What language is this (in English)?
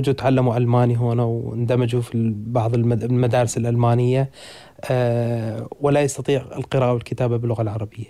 Arabic